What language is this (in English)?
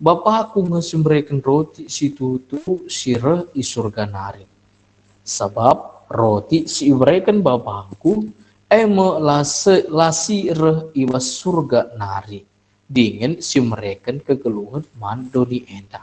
Batak Karo